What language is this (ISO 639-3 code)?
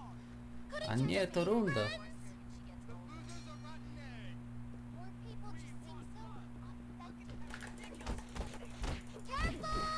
pol